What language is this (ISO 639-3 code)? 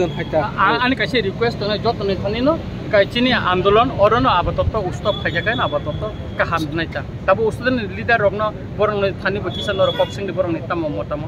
trp